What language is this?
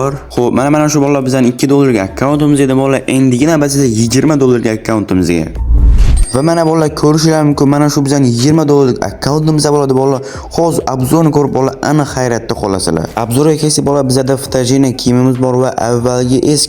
Uzbek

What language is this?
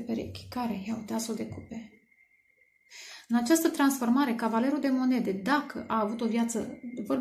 Romanian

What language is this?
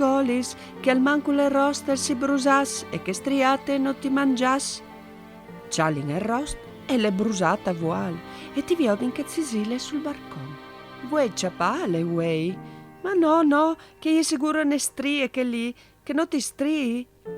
Friulian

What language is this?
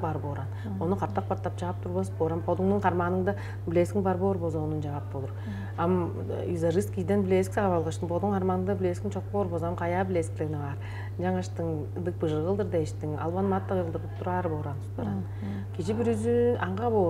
Tuvinian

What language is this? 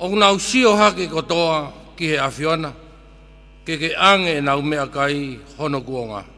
Tongan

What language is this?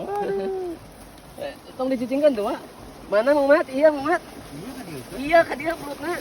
Sundanese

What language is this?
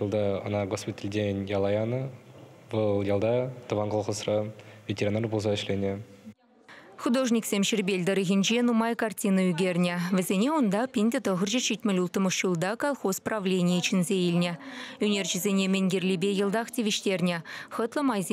Chuvash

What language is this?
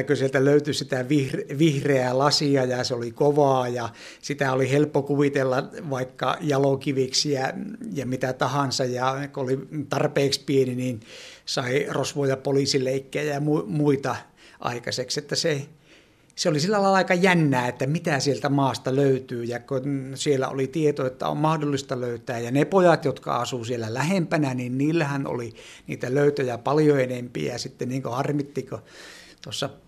Finnish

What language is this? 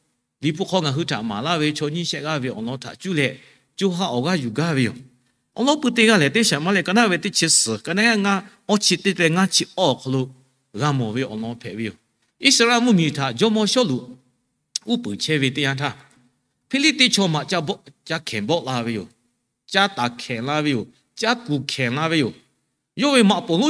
Lahu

